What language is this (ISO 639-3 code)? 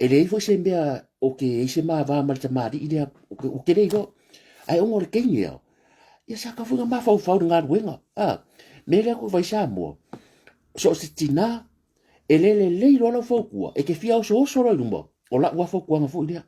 smo